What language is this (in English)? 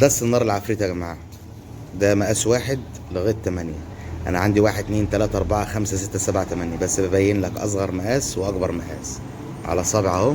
Egyptian Arabic